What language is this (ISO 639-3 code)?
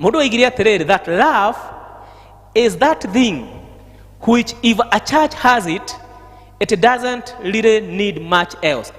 kik